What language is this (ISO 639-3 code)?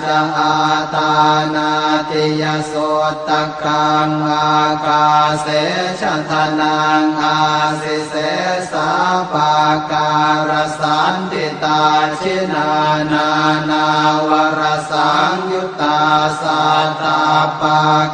pli